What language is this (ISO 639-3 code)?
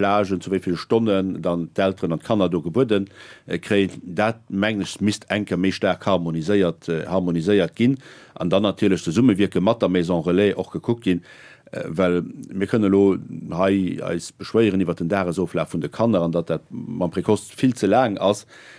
ltz